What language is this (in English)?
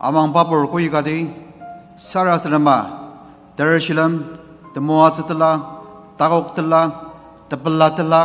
Ao Naga